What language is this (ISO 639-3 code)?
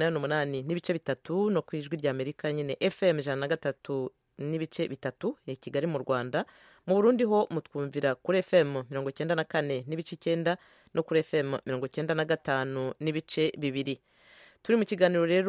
kin